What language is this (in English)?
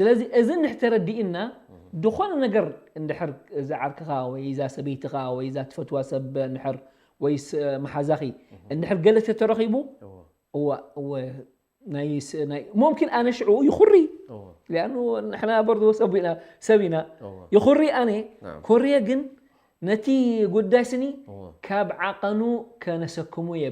Tigrinya